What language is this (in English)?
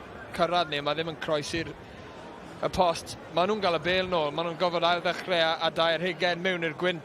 Welsh